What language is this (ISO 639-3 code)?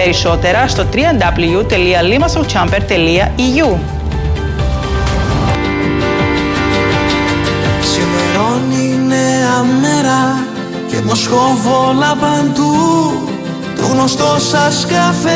ell